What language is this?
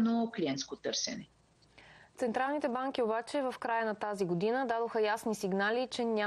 Bulgarian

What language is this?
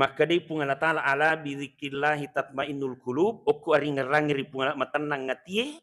Buginese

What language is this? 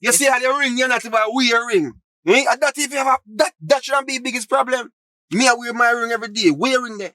Jamaican Creole English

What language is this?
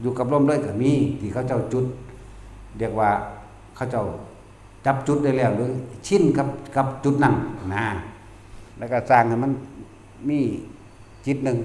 Northeastern Thai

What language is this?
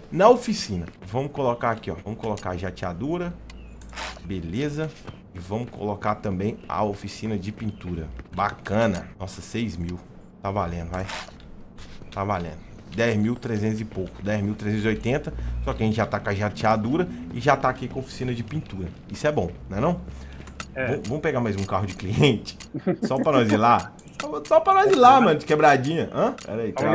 Portuguese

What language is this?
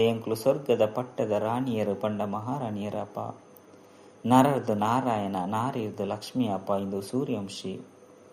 Tulu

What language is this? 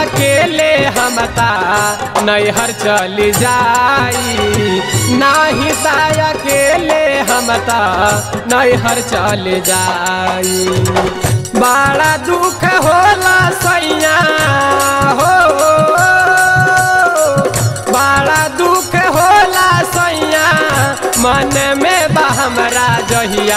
Bhojpuri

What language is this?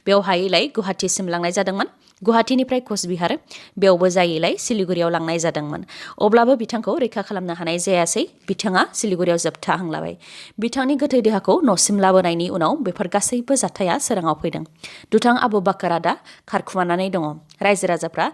Bodo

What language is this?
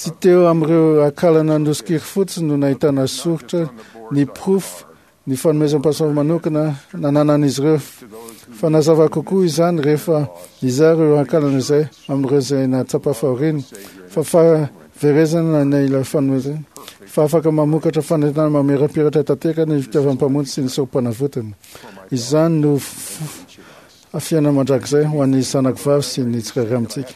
Malagasy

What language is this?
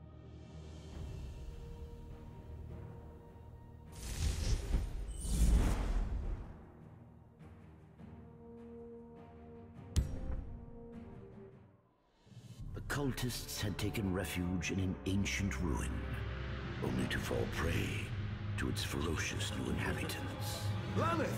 English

